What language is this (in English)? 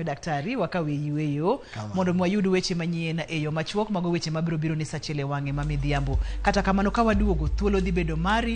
Luo (Kenya and Tanzania)